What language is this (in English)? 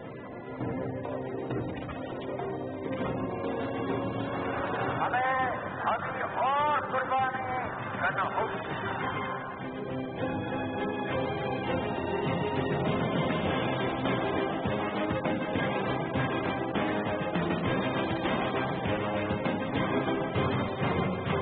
Urdu